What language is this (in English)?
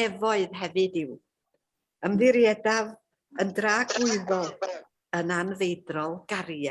Welsh